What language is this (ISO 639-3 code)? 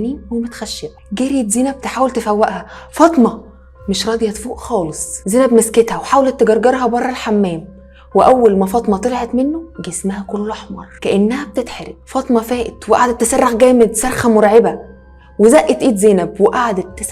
arz